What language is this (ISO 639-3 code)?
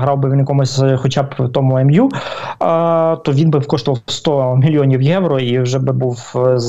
ukr